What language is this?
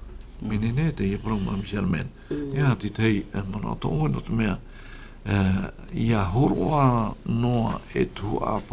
Tahitian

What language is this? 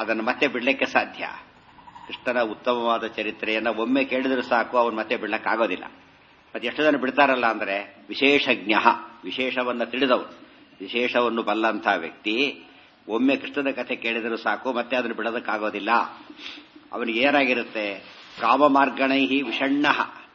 Kannada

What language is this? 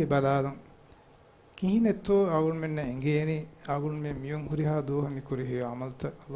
Divehi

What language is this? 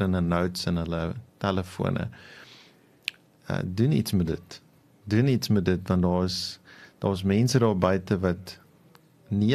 Afrikaans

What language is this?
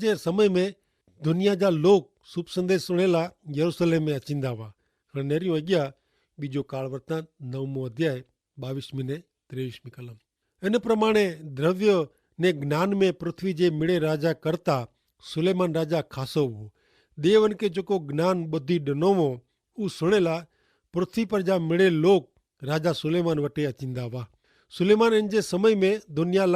Kachhi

